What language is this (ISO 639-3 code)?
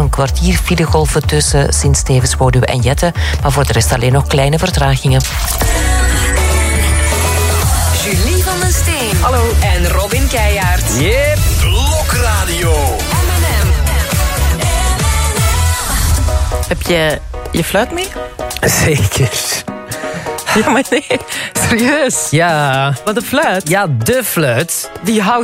nld